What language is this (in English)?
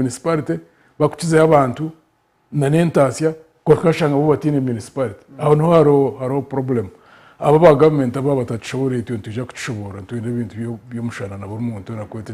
Nyankole